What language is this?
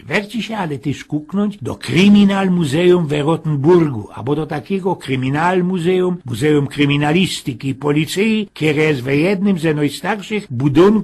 Silesian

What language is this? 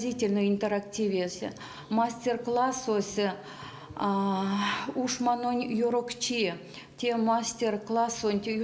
Erzya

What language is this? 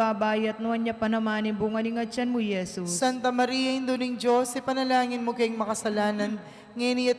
Pampanga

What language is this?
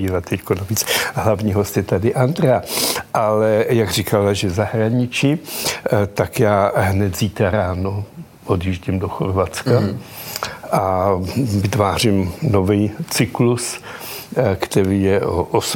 Czech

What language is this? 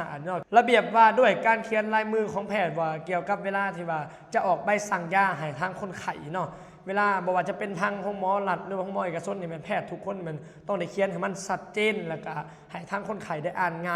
Lao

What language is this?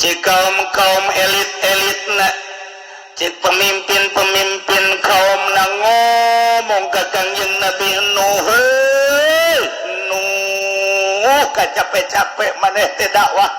Sundanese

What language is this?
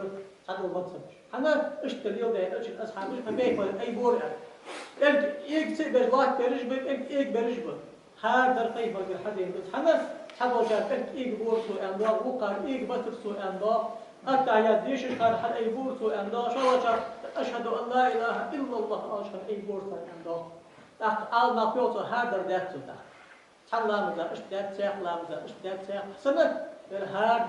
Ingush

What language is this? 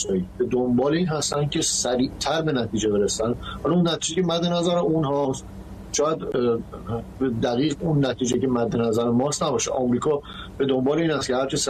Persian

